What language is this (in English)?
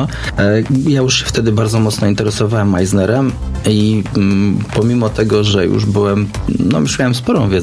Polish